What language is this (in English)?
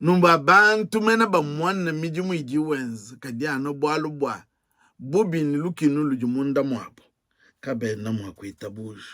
Luba-Lulua